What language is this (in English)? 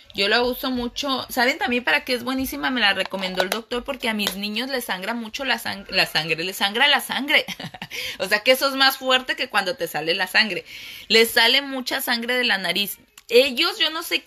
Spanish